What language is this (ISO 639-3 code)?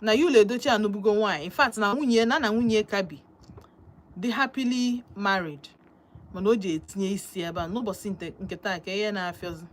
ibo